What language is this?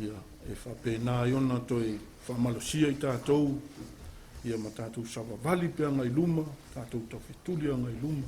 Samoan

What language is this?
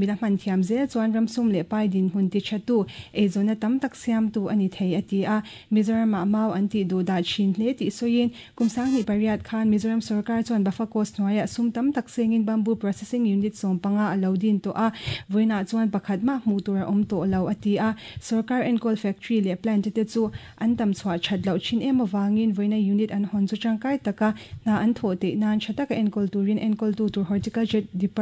Mizo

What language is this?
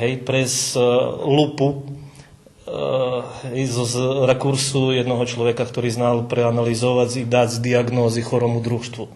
Rusyn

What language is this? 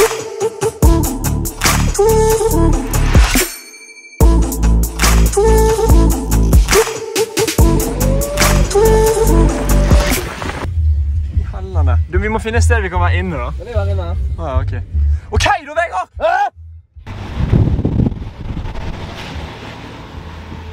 Norwegian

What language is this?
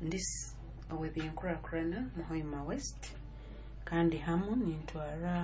Nyoro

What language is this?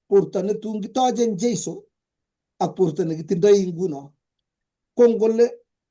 Kalenjin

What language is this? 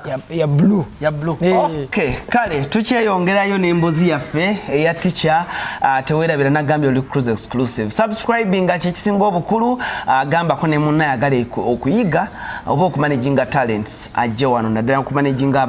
Ganda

